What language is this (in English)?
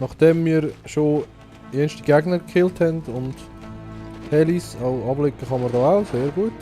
Swiss German